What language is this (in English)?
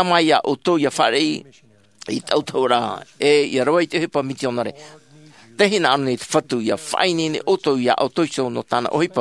Tahitian